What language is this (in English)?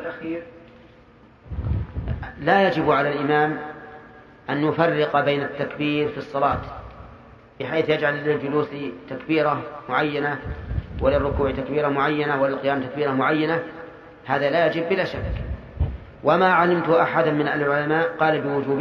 Arabic